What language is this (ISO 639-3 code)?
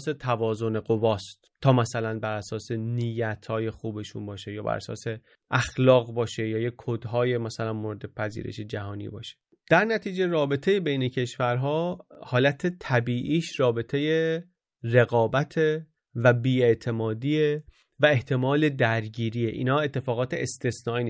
fas